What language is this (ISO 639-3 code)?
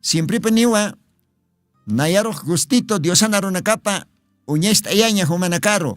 aym